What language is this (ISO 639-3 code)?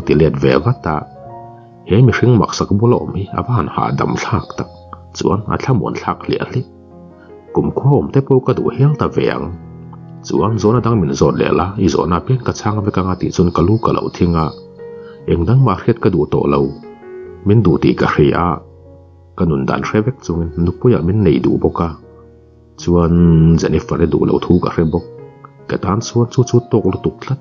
lus